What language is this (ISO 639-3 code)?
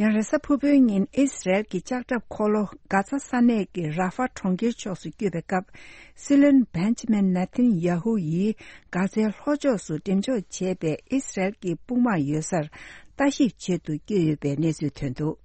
bod